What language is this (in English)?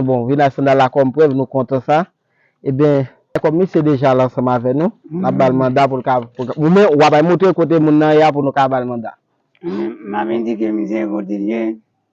Haitian Creole